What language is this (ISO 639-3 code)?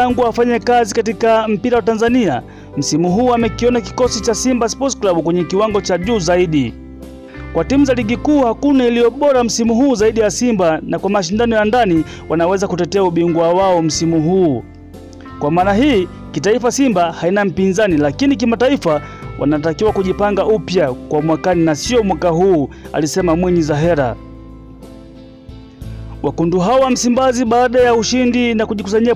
swa